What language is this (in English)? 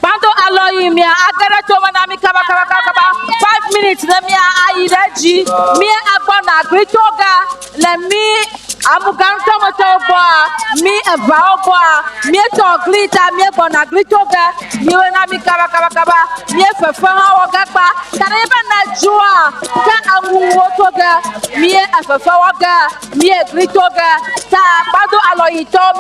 Ewe